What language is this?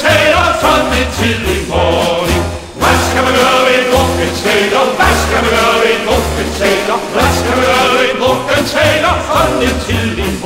Danish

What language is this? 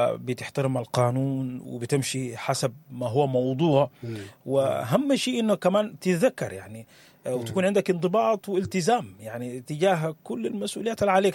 Sudanese Arabic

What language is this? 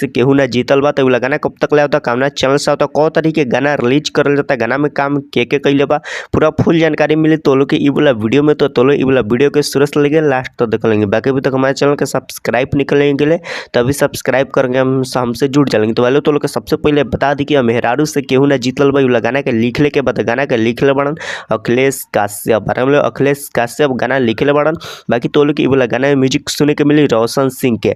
Bhojpuri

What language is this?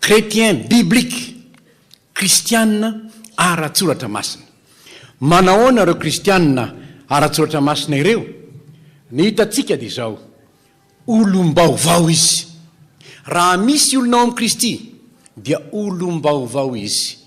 Malagasy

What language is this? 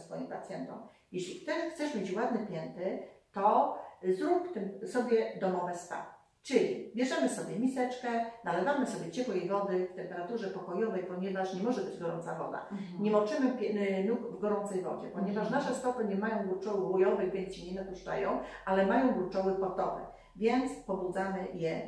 Polish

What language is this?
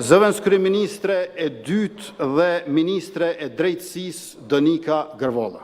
Albanian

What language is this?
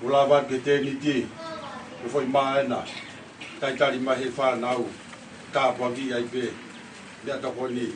Tongan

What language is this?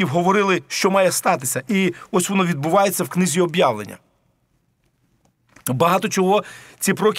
Ukrainian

